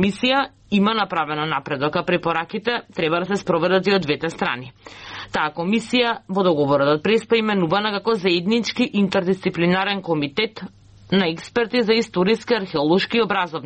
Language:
Macedonian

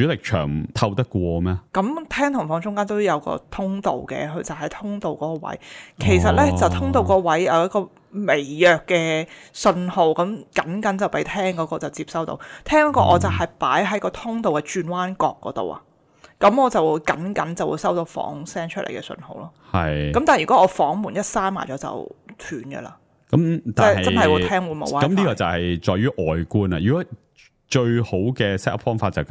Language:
Cantonese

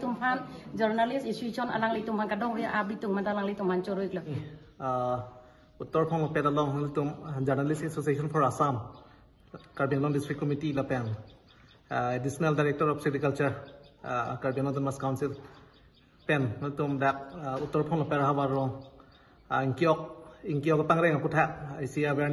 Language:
Karbi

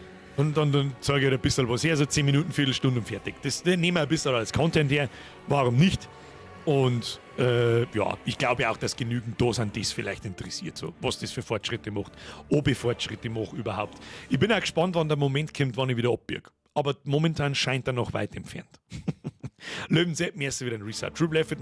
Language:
Bavarian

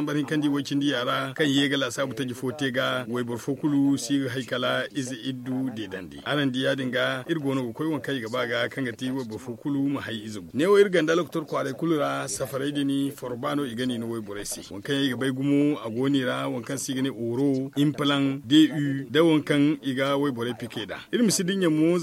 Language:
Zarma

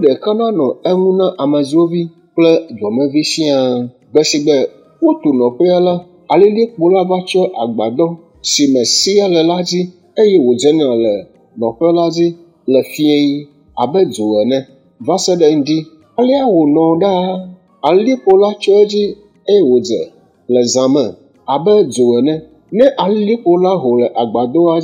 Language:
Ewe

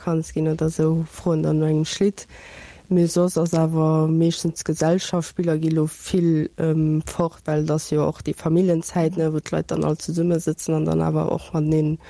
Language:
Luxembourgish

